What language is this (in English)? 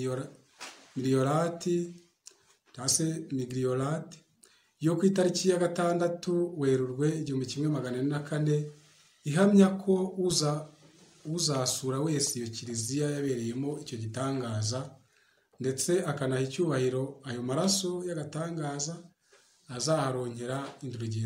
Kinyarwanda